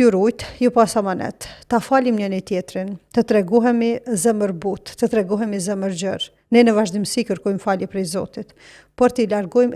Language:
Albanian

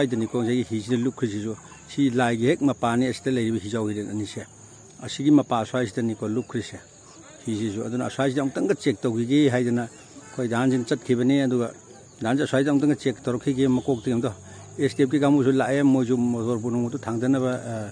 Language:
Manipuri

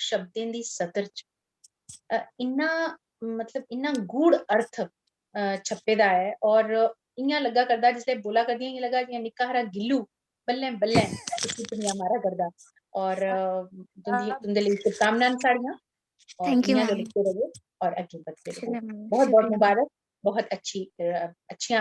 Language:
Dogri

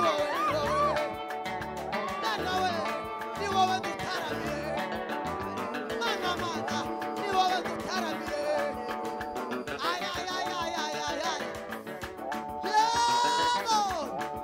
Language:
Kinyarwanda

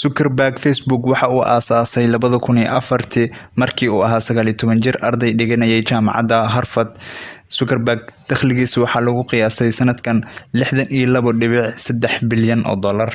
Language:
Somali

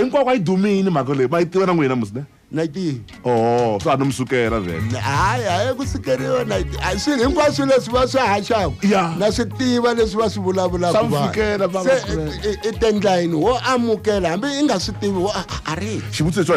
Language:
Tsonga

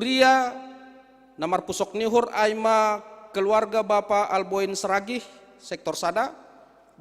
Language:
Batak Simalungun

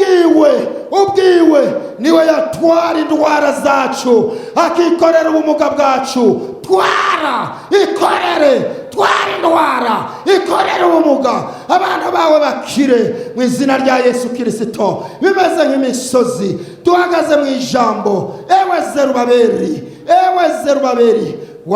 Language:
Rundi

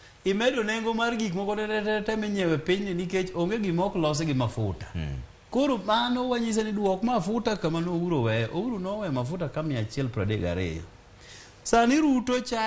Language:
Luo (Kenya and Tanzania)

